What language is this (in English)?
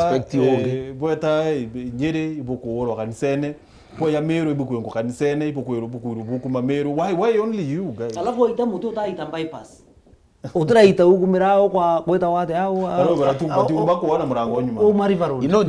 Meru